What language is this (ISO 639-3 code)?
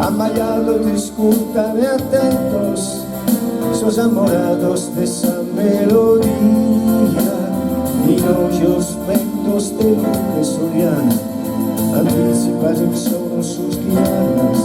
srd